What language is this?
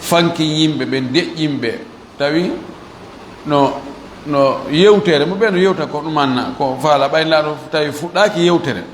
Fula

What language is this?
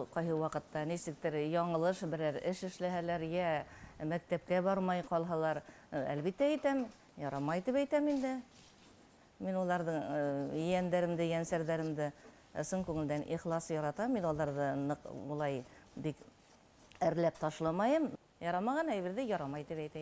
Bashkir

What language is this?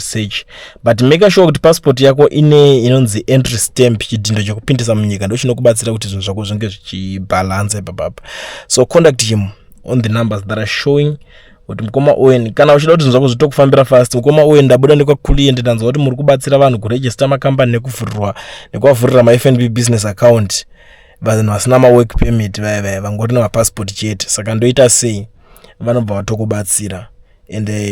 Shona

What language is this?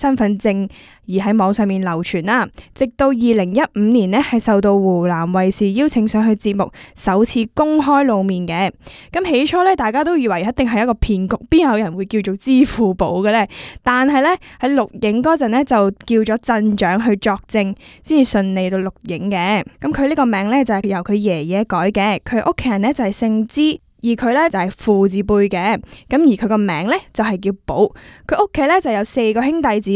Cantonese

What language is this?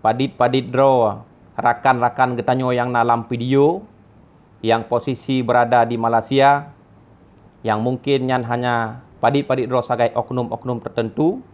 Achinese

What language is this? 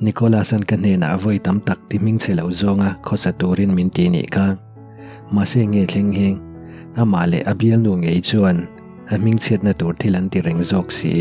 Mizo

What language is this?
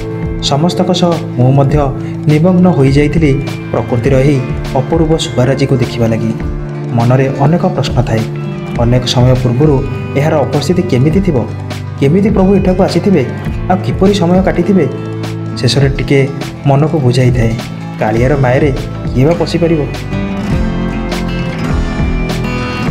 Odia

